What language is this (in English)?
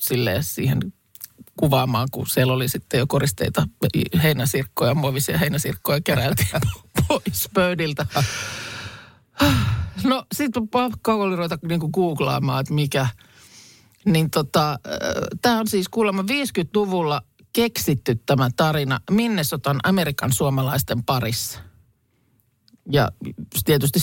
Finnish